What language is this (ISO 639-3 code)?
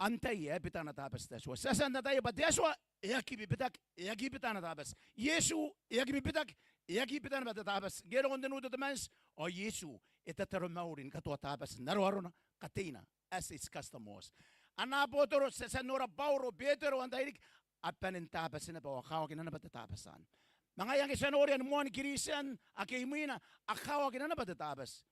gil